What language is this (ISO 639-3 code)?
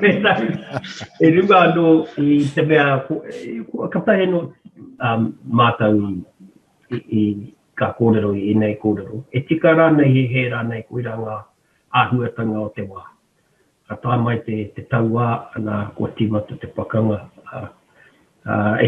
mri